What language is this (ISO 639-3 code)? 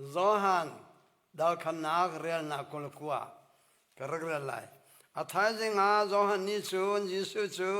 cnh